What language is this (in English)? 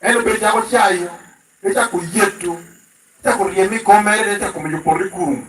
Lango (Uganda)